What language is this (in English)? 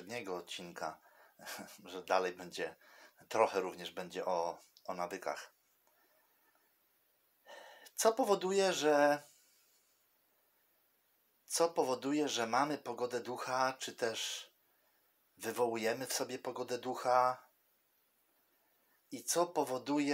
Polish